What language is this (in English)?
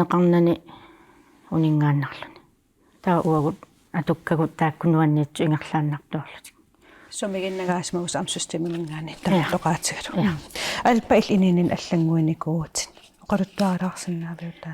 Kalaallisut